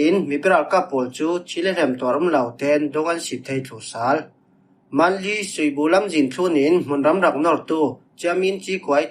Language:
Falam Chin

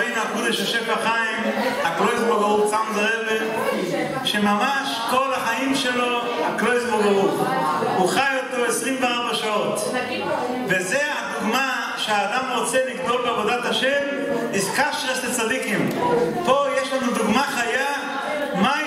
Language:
Hebrew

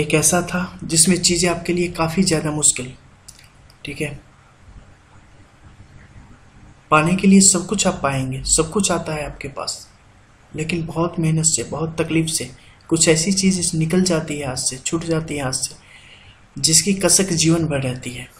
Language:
Hindi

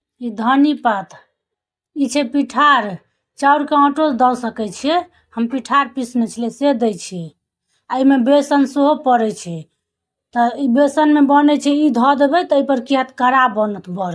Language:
Maithili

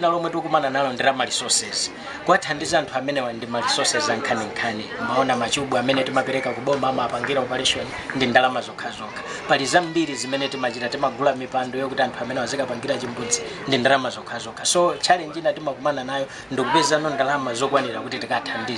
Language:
Nyanja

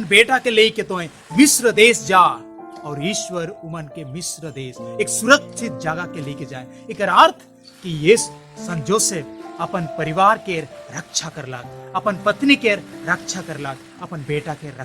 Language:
Sadri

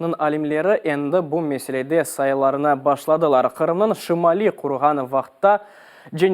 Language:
Crimean Tatar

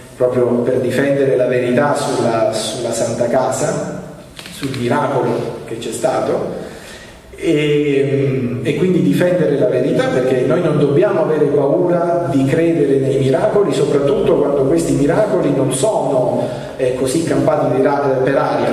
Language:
Italian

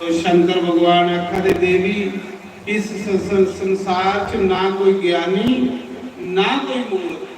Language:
Dogri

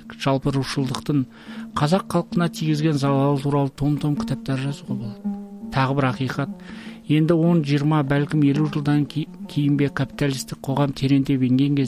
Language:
Kazakh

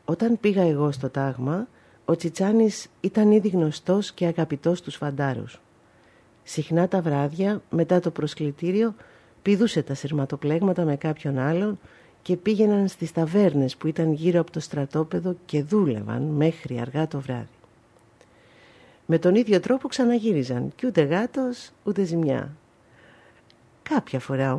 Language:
Greek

